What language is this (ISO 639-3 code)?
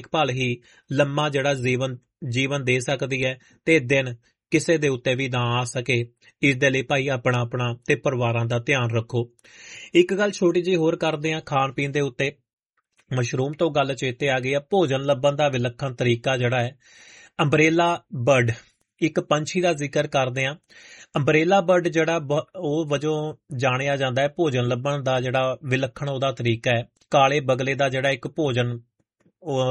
pan